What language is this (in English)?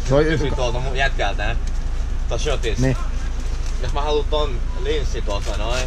Finnish